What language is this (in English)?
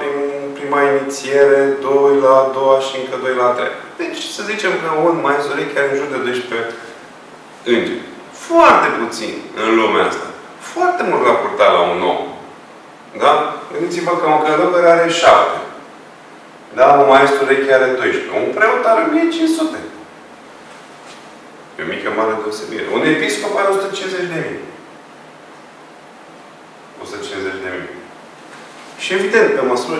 Romanian